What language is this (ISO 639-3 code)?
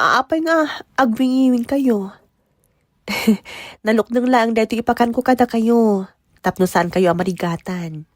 ilo